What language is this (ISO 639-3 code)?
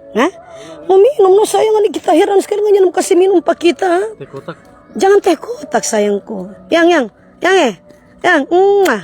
xmm